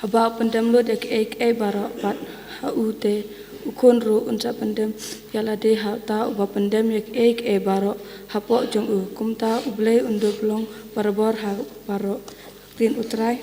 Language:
Khasi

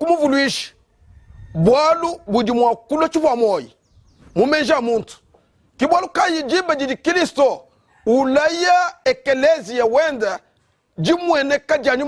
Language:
Luba-Lulua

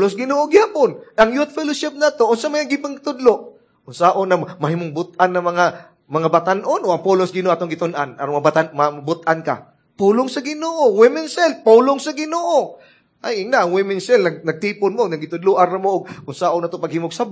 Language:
Cebuano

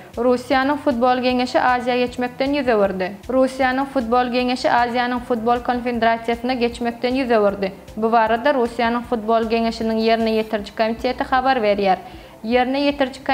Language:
Turkmen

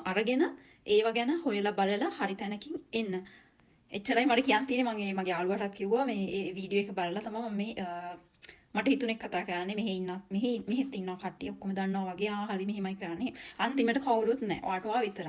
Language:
Sinhala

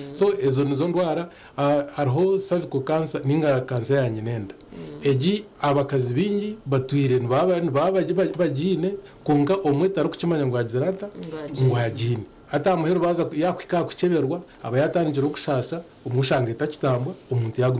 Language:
Nyankole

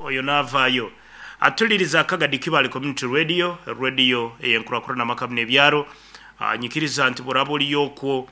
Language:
Nyankole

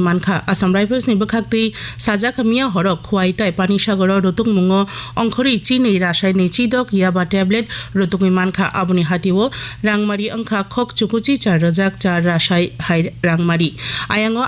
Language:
Kok Borok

